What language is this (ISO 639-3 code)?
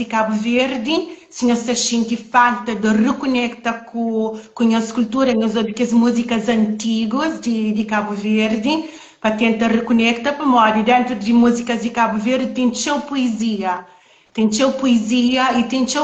kea